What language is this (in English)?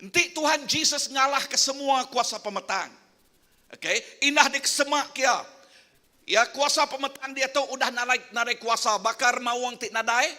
Iban